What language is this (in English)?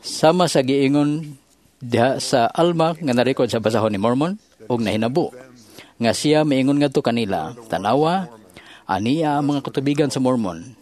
Cebuano